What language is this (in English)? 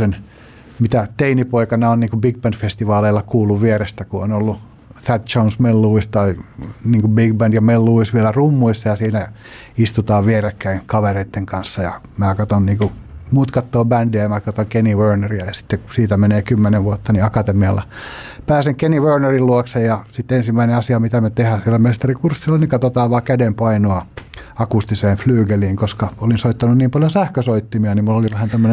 Finnish